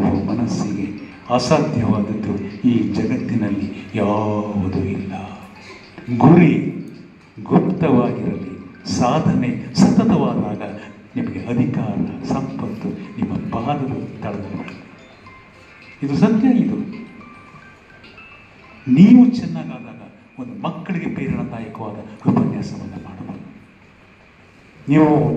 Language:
Kannada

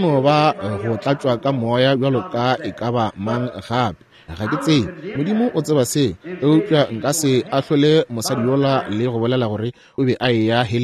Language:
Northern Sotho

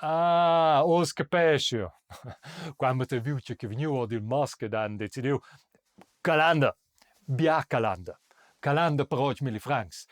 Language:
Romansh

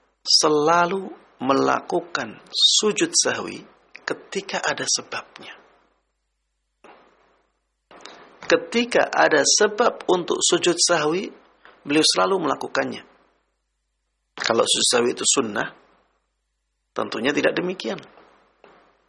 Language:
Indonesian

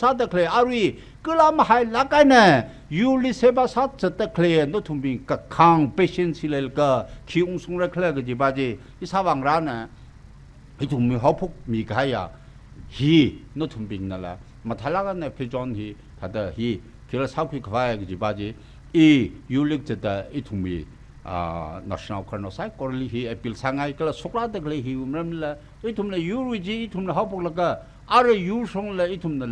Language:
Tangkhul Naga (India)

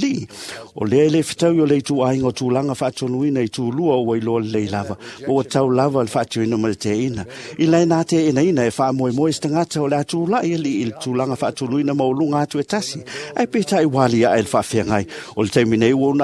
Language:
Samoan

